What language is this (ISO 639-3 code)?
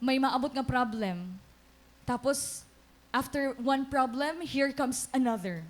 war